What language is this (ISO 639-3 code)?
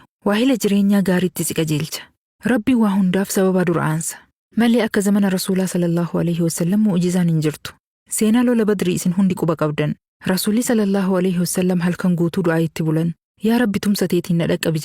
orm